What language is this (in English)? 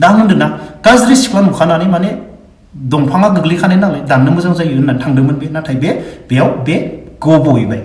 Bodo